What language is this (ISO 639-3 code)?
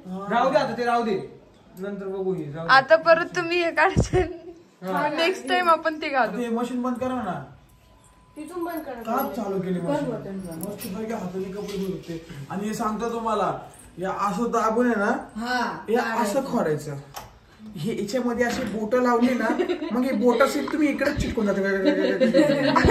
mar